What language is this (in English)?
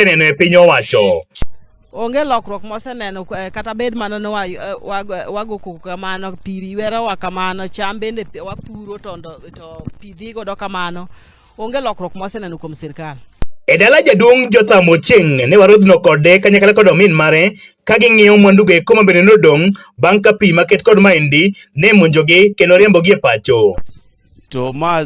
Luo (Kenya and Tanzania)